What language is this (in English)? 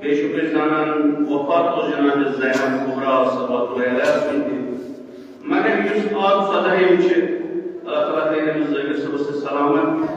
Kashmiri